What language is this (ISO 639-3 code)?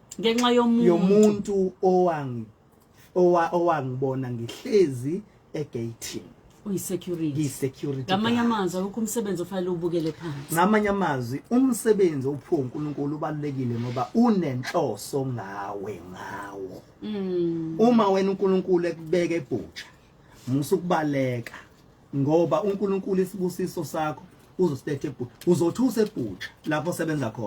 zul